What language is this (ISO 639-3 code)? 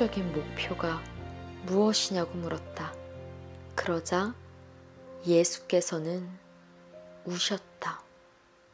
kor